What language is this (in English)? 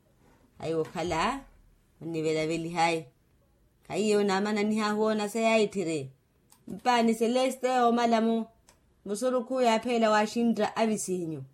Makhuwa